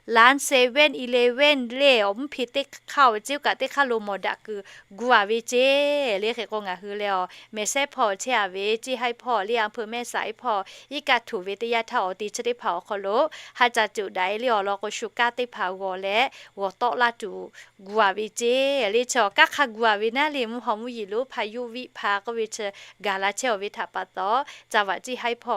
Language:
Lahu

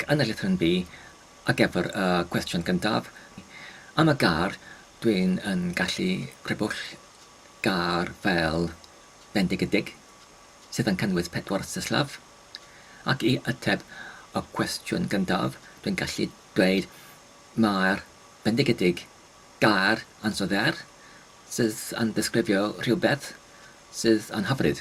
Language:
Welsh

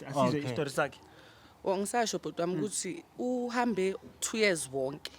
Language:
Zulu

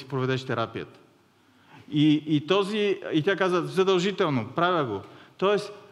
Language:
Bulgarian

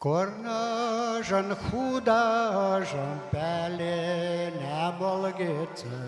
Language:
Western Mari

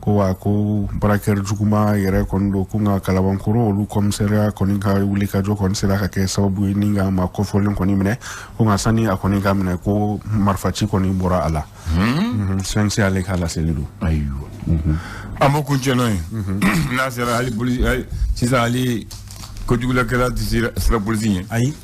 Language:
Bambara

